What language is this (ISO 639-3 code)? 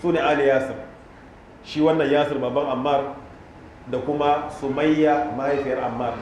hau